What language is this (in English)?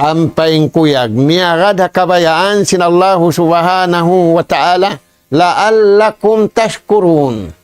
Tausug